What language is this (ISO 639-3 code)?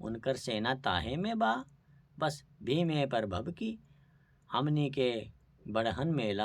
bho